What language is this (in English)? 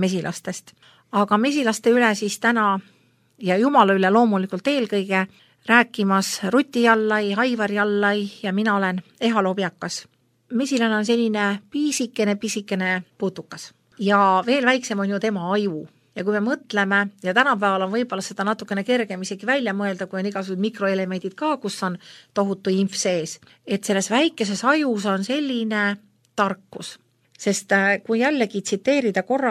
Estonian